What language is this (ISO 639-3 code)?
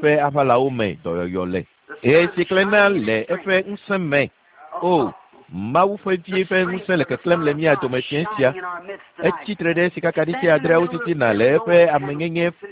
ewe